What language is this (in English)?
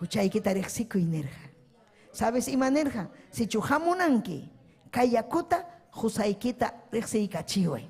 Ayacucho Quechua